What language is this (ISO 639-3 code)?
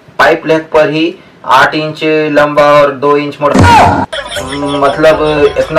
hne